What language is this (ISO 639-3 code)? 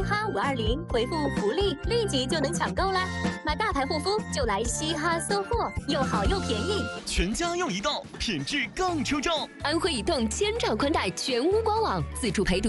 zho